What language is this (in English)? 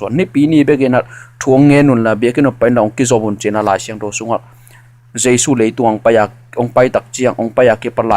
Tedim Chin